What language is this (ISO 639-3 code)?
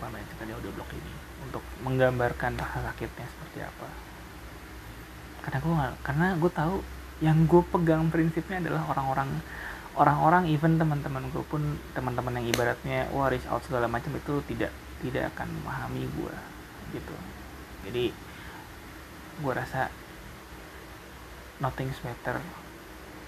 ind